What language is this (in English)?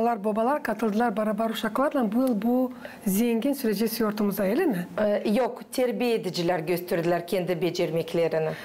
Gagauz